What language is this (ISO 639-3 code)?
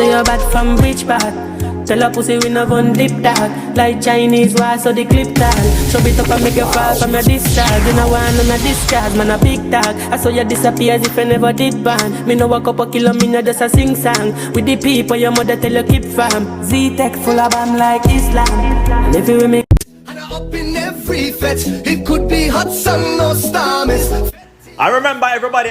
jam